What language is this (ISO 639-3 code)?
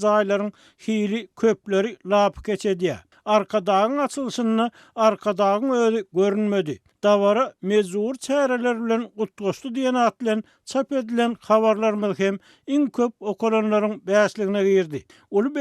tuk